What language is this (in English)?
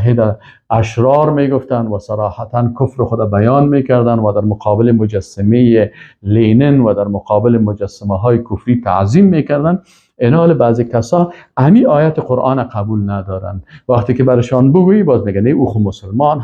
Persian